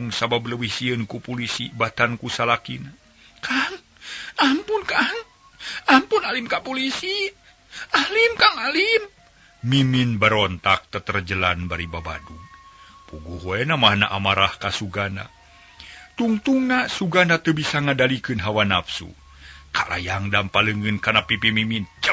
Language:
Sundanese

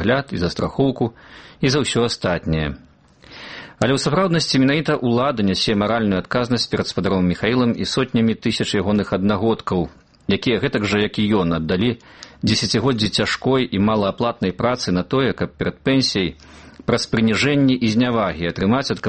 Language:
Belarusian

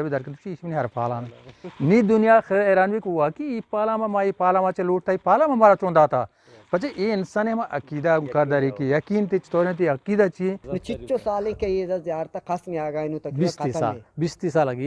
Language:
Eastern Balochi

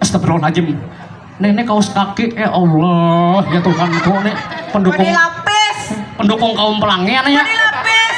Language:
Banjar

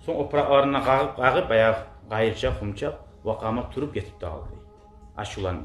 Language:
Kumyk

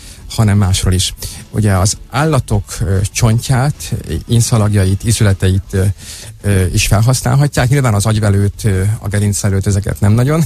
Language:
Hungarian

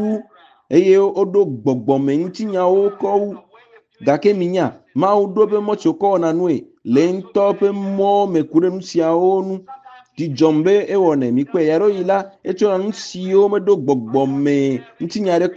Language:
Ewe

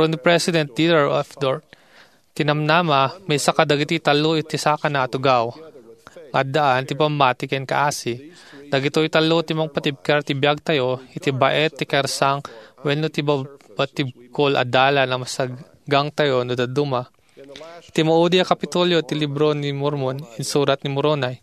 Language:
Iloko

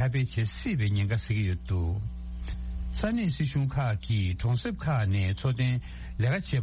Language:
Tibetan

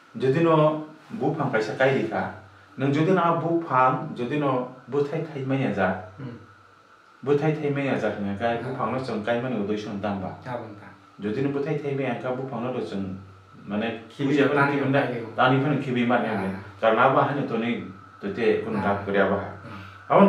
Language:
Kok Borok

